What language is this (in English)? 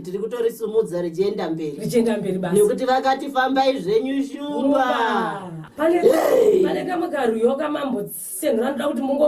Shona